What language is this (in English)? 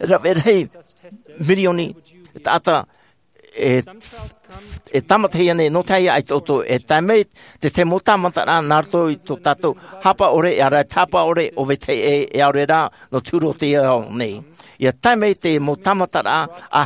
Tahitian